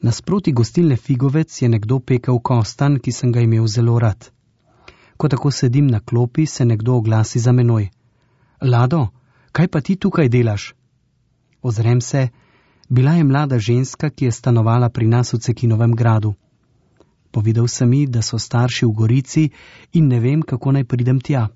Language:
Slovenian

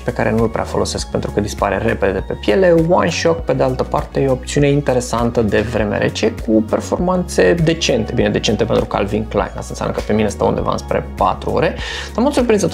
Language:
Romanian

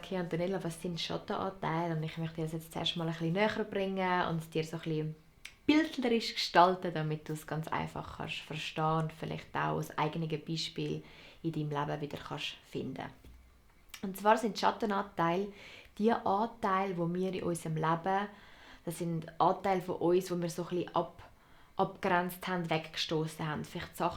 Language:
Swiss German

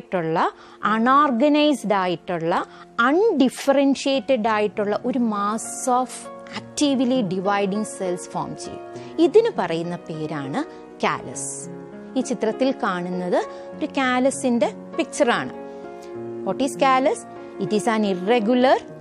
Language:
Malayalam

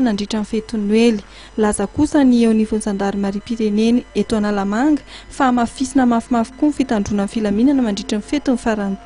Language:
Malagasy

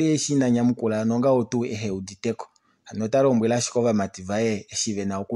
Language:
Kuanyama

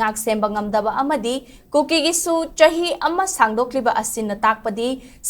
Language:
Manipuri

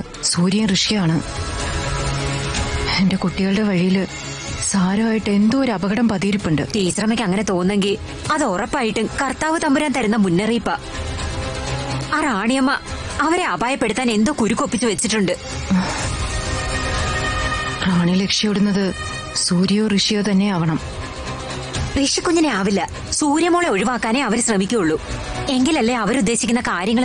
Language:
Malayalam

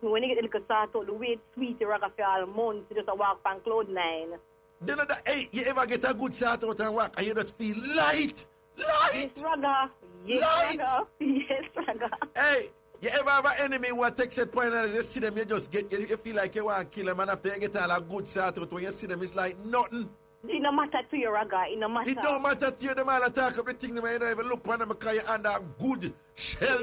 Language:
Jamaican Creole English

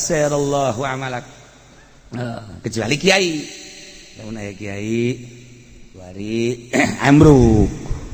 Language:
Sundanese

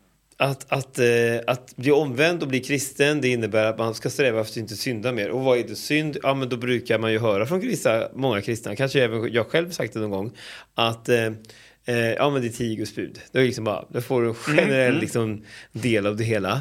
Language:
Swedish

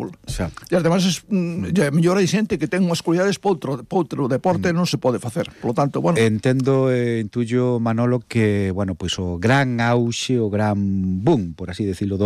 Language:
Galician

